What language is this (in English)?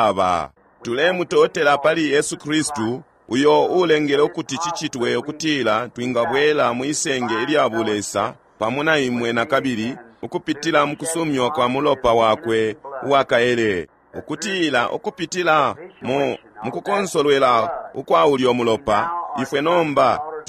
Bemba